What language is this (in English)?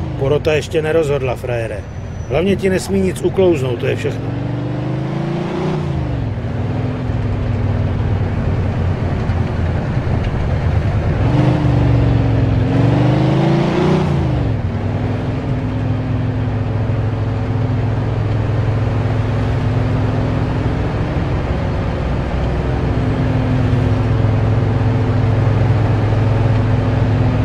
Czech